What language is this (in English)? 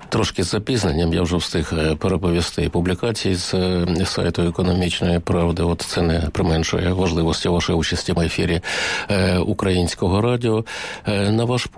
Ukrainian